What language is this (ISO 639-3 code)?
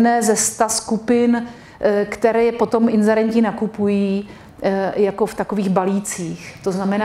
ces